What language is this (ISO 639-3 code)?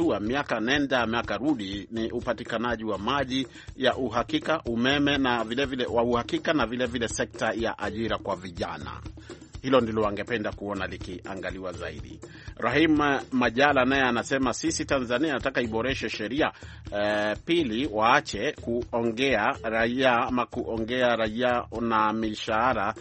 swa